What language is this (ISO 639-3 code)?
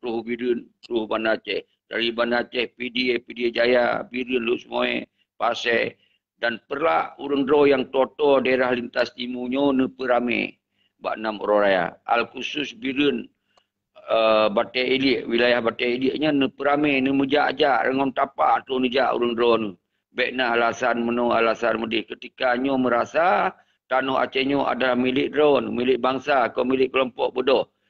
ace